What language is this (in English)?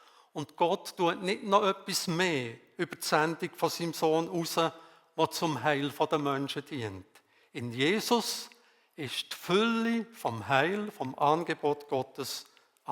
Swiss German